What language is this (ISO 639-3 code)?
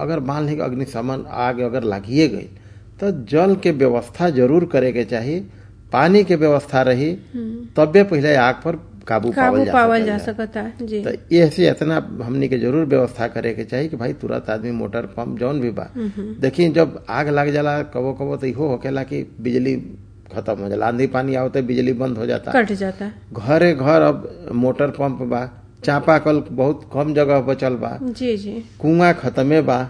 bho